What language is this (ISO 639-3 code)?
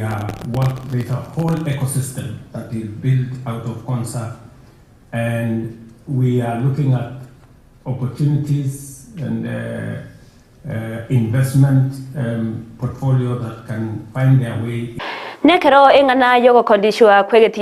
guz